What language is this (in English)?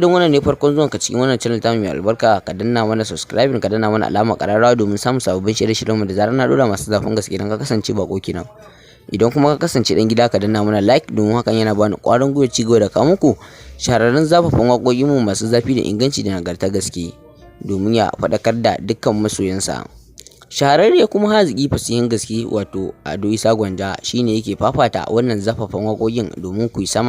Hausa